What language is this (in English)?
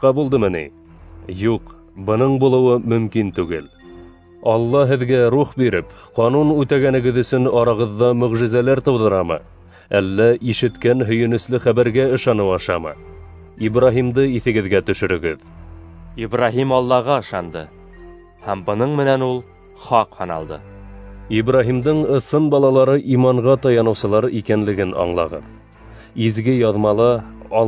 Bashkir